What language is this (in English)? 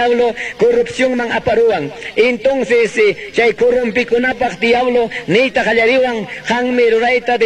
Ayacucho Quechua